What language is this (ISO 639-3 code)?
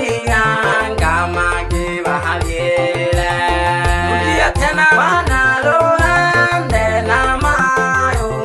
swa